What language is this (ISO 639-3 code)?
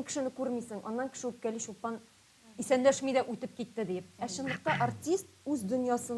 tat